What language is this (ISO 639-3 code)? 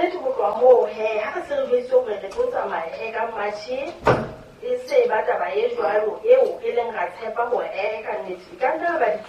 sot